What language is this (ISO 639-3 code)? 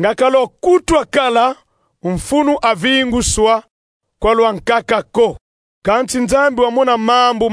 kon